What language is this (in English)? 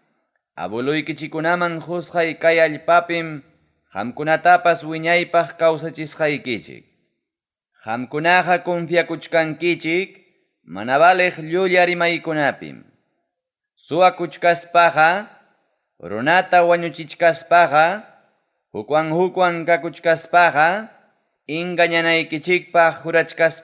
Ayacucho Quechua